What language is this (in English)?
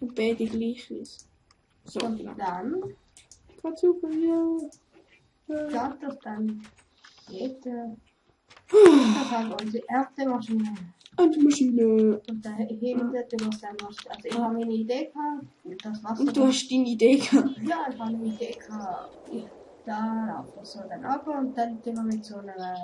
Swiss German